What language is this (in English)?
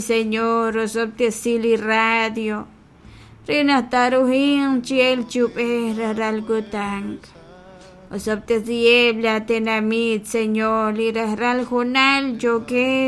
Kekchí